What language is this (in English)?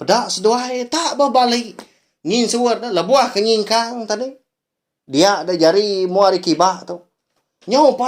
Iban